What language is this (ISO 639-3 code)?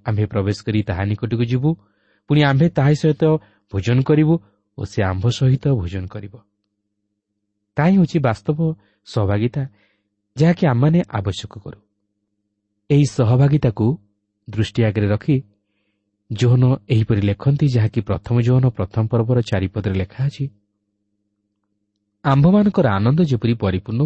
ori